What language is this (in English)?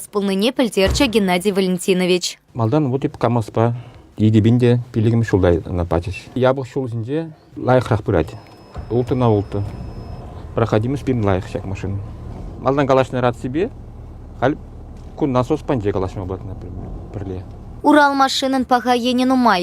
Chuvash